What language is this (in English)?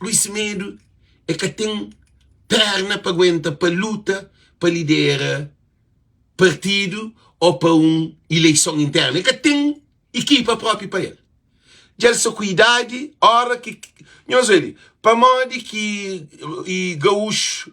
Kabuverdianu